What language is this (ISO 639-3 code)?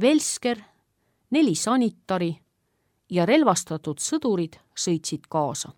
est